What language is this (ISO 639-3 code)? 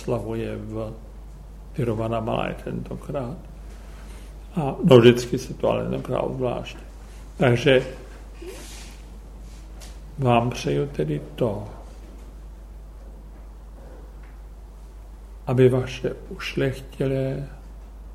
ces